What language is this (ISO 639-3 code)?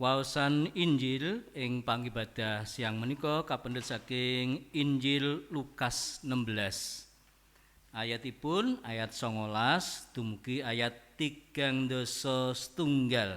jav